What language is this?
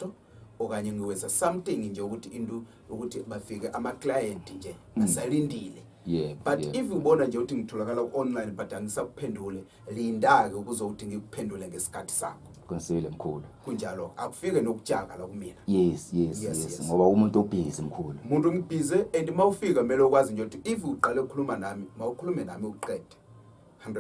Zulu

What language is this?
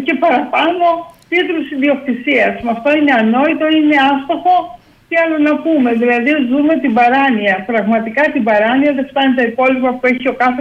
Greek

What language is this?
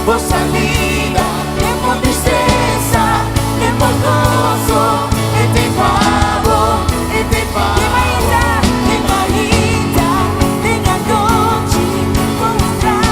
Papiamento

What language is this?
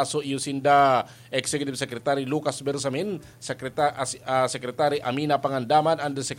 Bikol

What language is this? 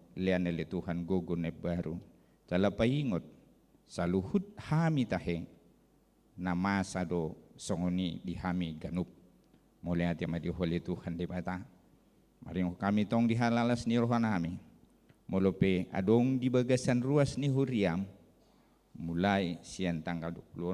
Batak Toba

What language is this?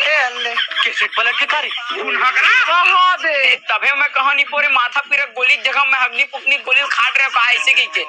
Chhattisgarhi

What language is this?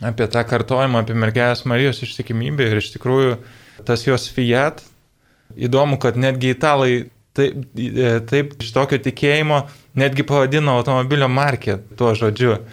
Lithuanian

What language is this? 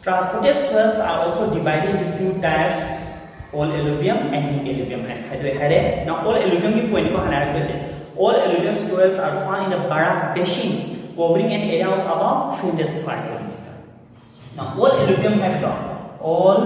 Manipuri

